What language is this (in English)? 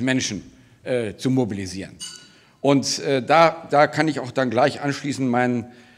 German